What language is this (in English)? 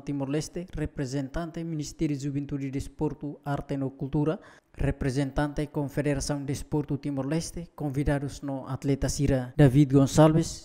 Tetum